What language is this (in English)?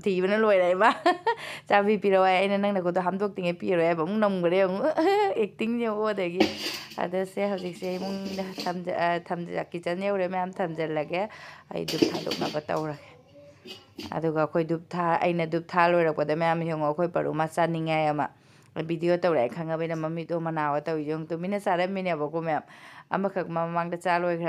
Manipuri